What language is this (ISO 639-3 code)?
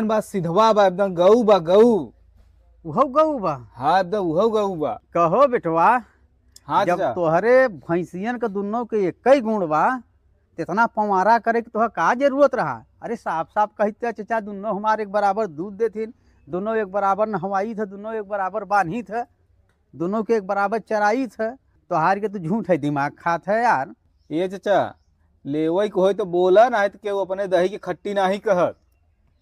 bho